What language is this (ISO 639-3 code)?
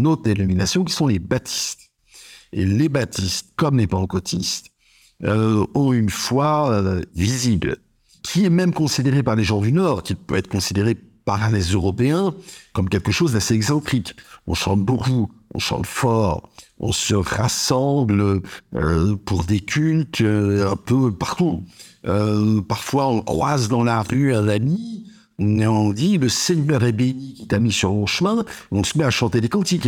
fra